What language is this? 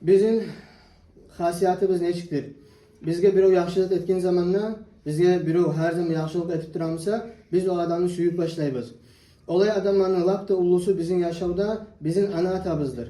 Kumyk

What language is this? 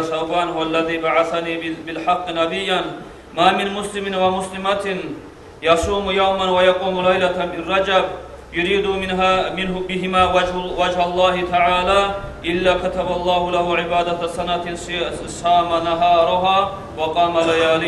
Kumyk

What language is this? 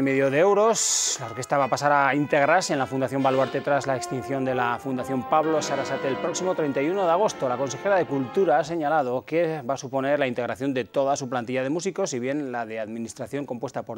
Spanish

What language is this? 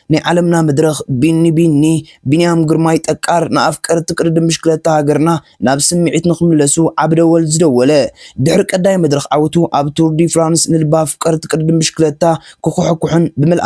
Tigrinya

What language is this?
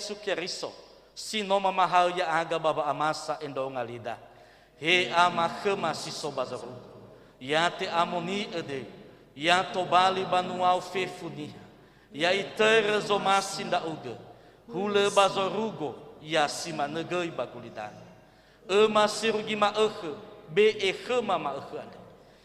Nias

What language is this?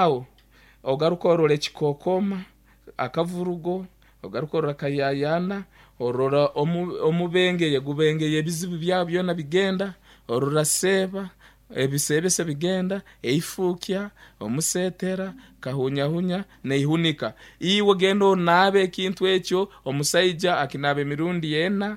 Nyankole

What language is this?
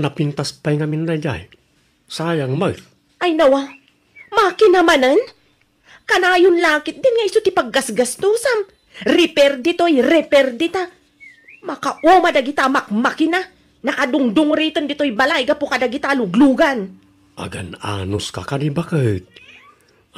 Iloko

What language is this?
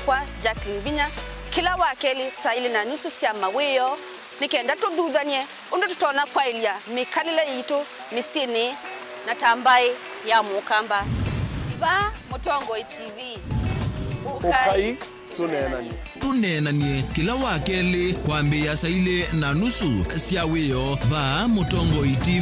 Kamba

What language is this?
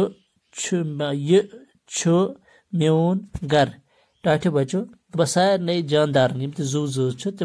Kashmiri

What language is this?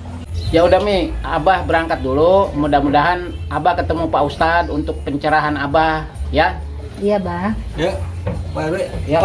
Betawi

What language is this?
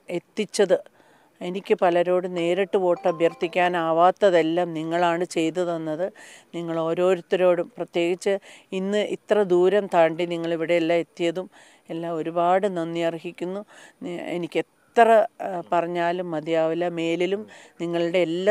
Malayalam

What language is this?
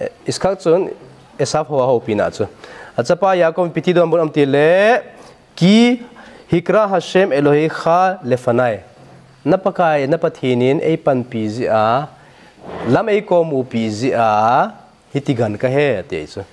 Thado Chin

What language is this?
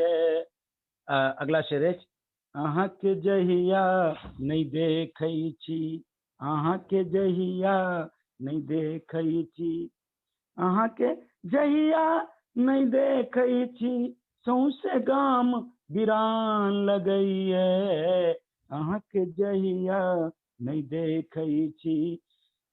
Maithili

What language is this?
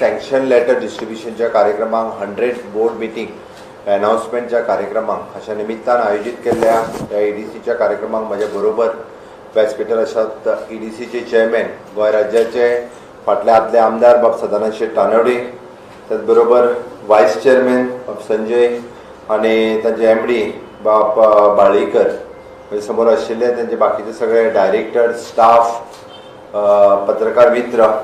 Konkani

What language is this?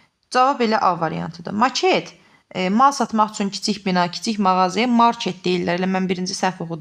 Azerbaijani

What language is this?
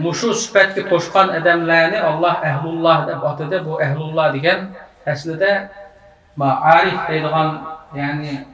Uyghur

